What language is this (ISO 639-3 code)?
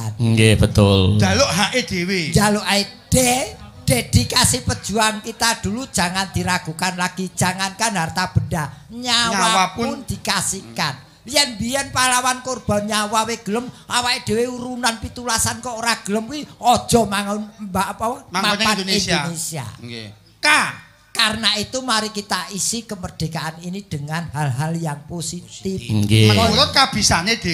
jav